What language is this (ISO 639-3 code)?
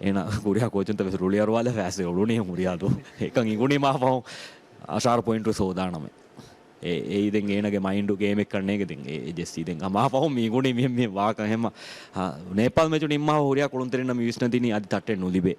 div